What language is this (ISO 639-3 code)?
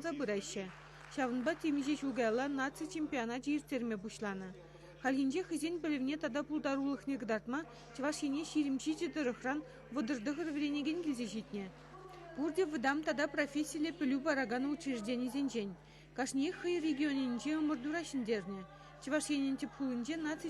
chv